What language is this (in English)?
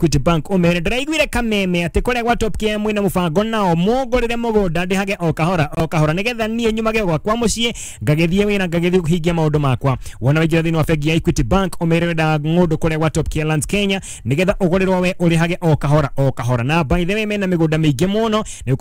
Kikuyu